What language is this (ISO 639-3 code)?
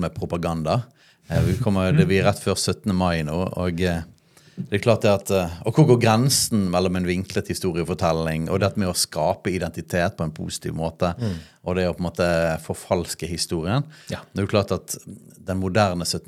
nor